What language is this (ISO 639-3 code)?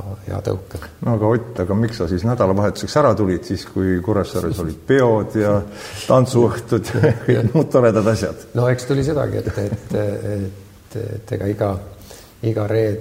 est